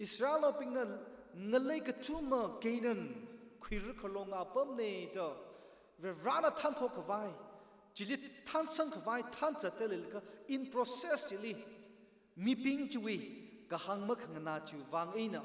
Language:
Tangkhul Naga (India)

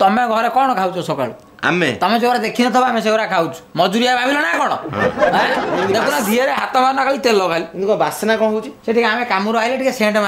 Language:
Odia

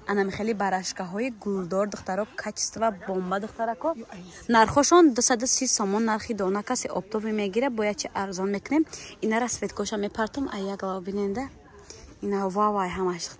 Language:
Tajik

